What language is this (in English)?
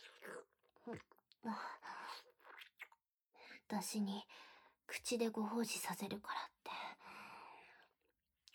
Japanese